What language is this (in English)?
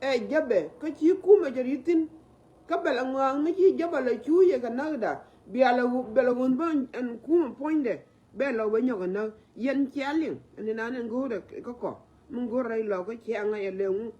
Nuer